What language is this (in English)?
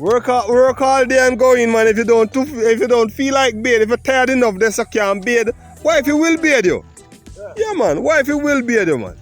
Jamaican Creole English